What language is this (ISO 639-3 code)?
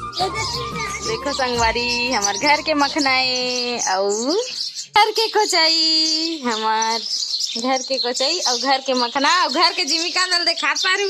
hne